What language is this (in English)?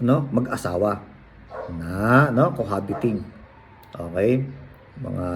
Hiligaynon